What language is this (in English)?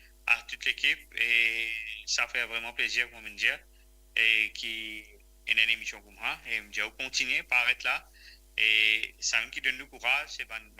Morisyen